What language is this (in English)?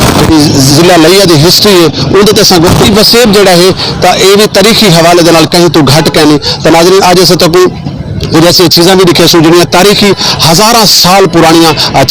Saraiki